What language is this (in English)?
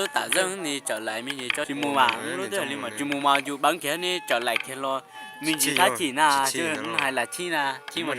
Hmong